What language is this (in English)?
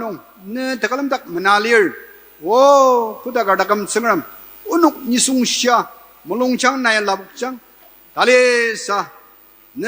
Ao Naga